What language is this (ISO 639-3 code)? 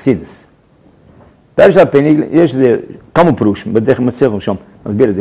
heb